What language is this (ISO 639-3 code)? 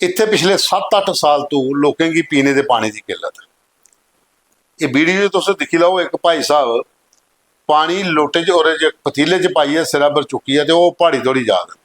doi